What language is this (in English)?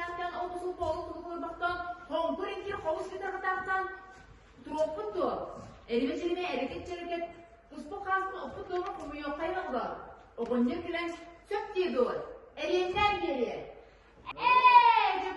Yakut